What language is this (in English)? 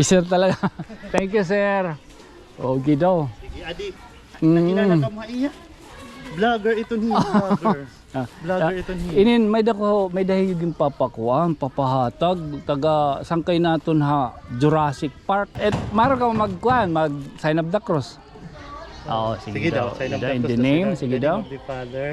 Waray